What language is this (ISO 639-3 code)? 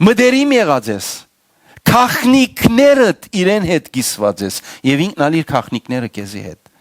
hyw